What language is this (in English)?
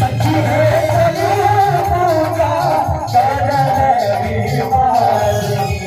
Maithili